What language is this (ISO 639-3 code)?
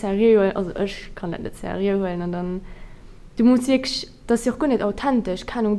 ltz